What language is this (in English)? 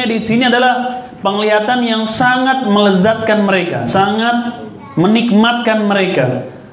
Indonesian